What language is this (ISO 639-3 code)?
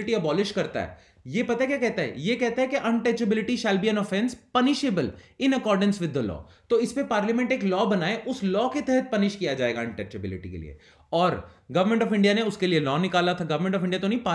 hin